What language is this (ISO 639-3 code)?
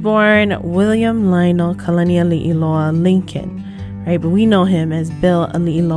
haw